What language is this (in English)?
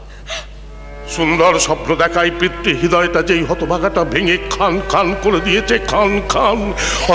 Bangla